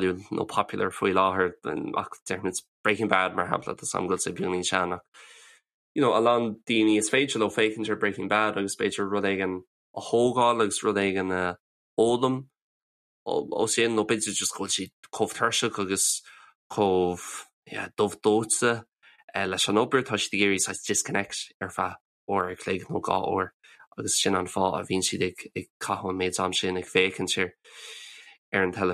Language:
Irish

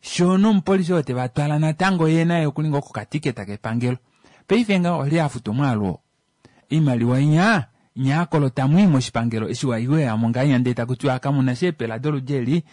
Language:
Kuanyama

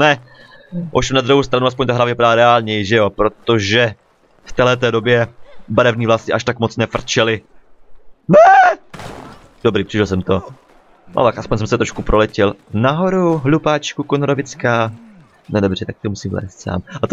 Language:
Czech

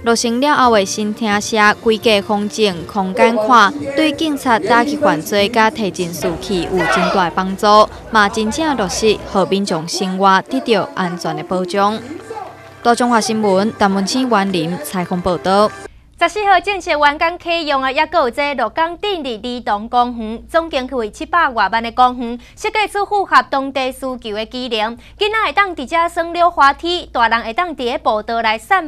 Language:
Min Nan Chinese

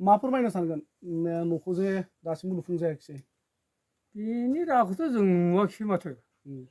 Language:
Bodo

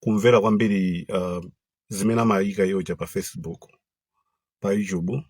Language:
Nyanja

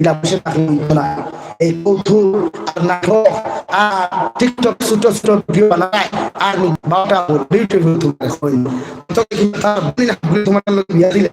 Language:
Sylheti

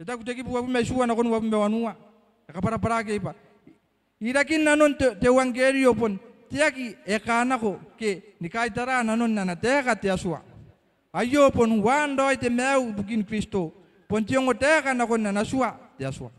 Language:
Gilbertese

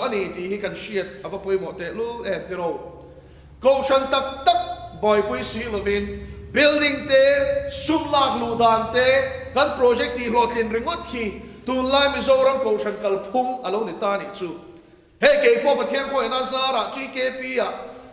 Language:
Mizo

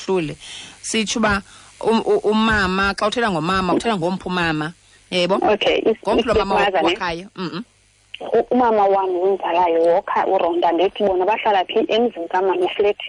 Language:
Xhosa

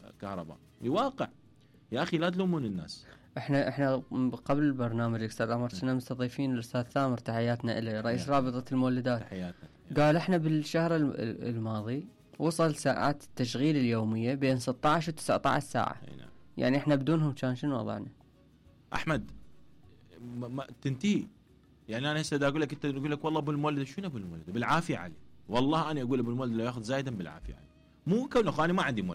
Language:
Mesopotamian Arabic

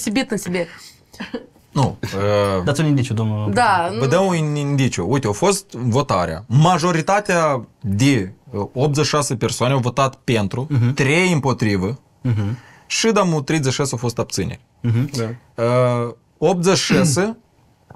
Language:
Romanian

